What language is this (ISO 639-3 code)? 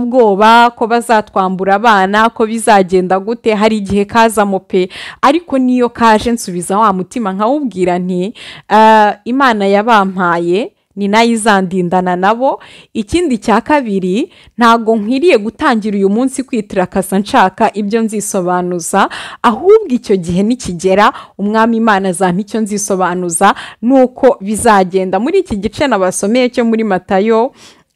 kin